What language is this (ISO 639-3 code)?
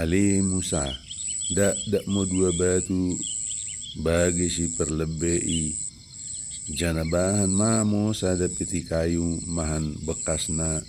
btd